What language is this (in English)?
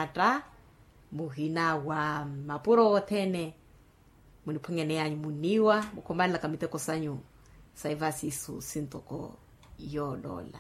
Makhuwa